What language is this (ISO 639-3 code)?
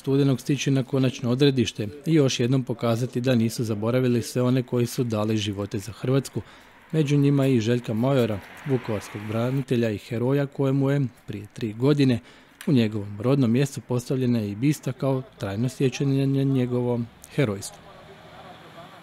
hrv